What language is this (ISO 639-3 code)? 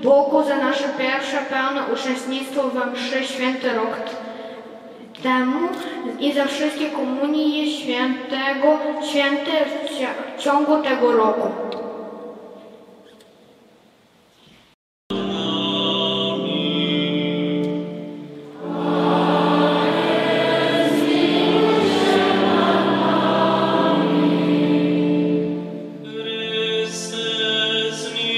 pol